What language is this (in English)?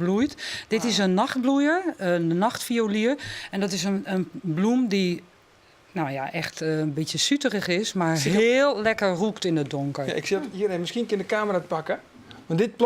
Western Frisian